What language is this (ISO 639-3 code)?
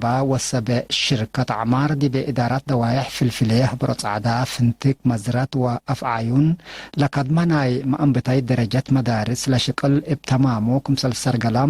tig